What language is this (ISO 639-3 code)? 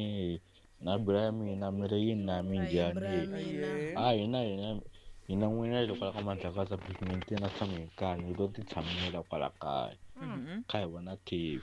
tso